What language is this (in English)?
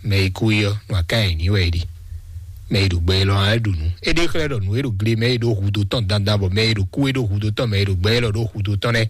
Fon